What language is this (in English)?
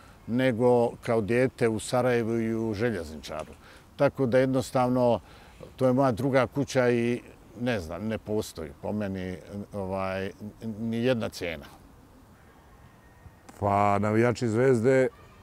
Bosnian